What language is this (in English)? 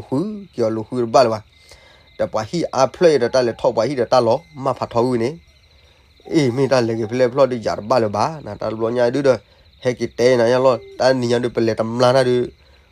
S'gaw Karen